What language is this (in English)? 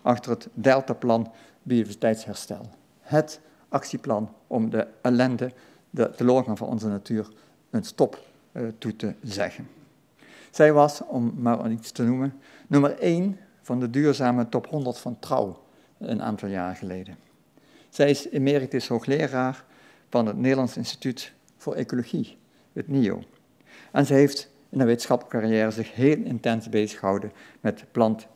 Dutch